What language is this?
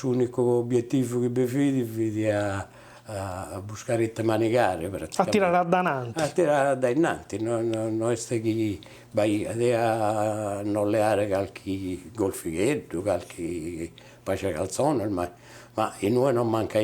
Sardinian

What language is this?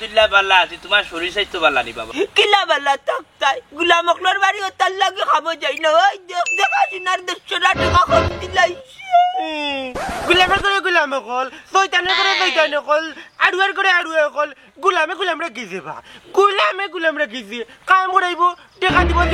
Sylheti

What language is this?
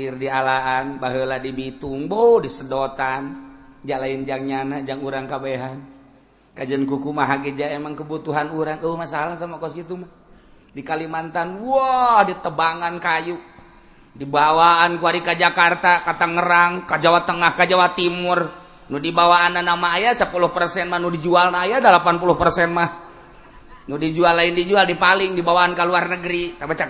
Sundanese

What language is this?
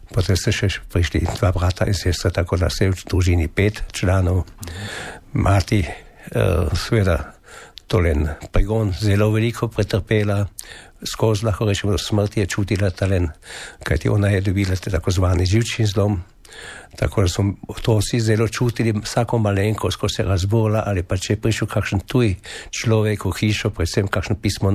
Slovenian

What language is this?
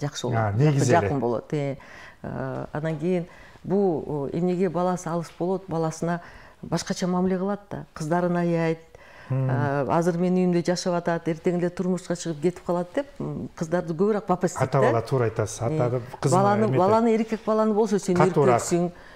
Kyrgyz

